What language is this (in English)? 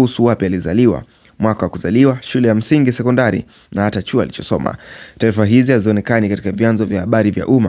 Swahili